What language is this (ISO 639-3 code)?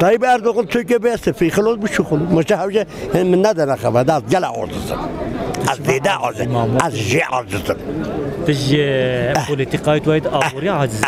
kur